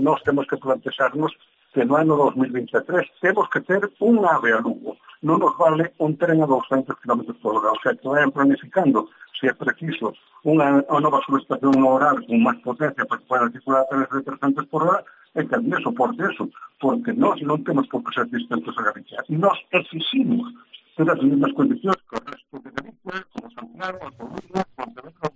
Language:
Galician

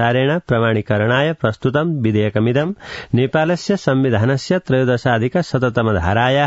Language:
Sanskrit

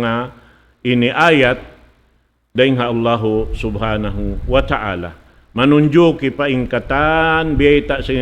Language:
Tausug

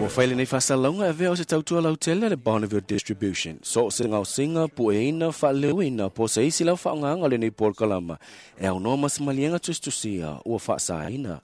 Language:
Samoan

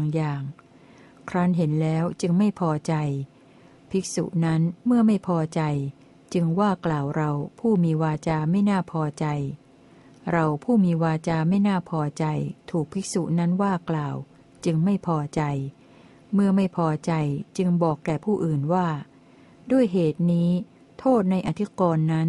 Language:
Thai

